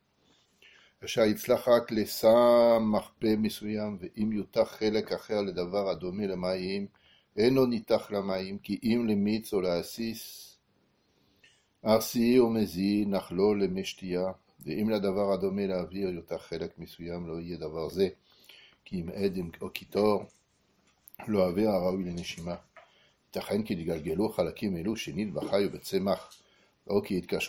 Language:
Hebrew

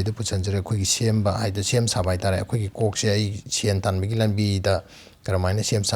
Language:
Manipuri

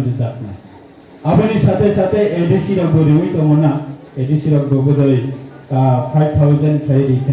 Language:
Riang (India)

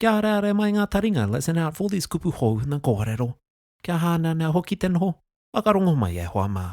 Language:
Māori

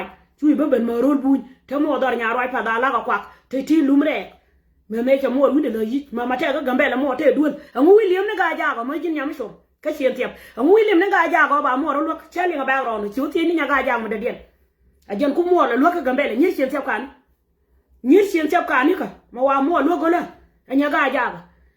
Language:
Nuer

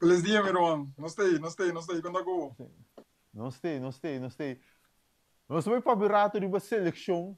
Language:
Papiamento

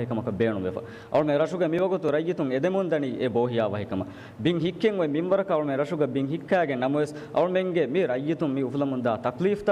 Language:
Divehi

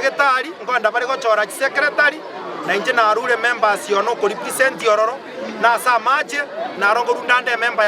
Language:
Gusii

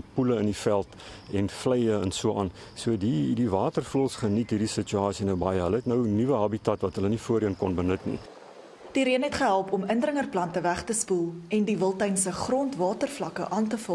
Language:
Afrikaans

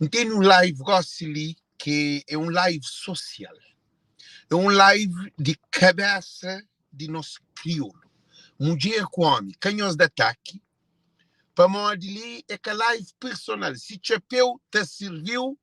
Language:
Kabuverdianu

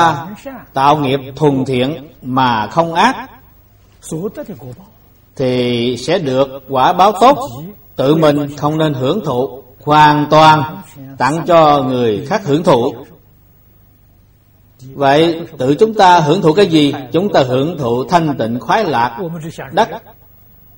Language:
Vietnamese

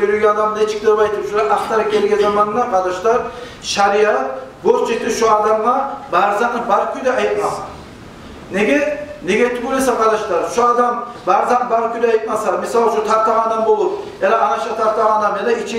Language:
Kumyk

